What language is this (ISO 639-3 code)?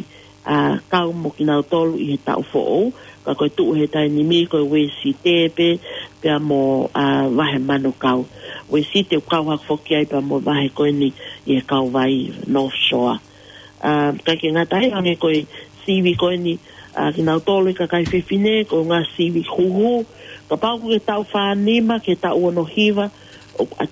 ton